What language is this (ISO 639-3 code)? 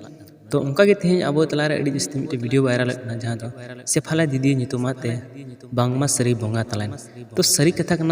sat